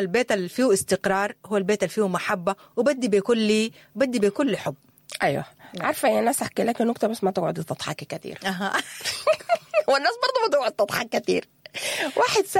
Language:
Sudanese Arabic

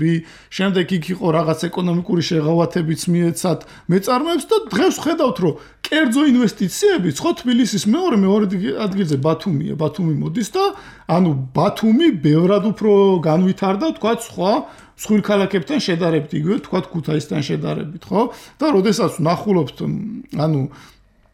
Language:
Georgian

